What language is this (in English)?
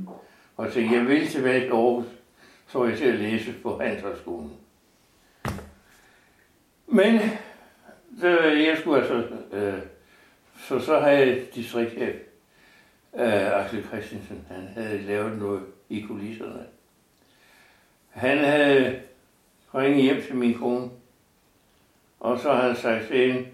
Danish